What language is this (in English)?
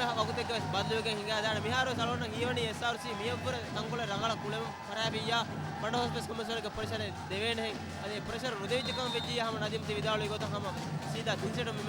Divehi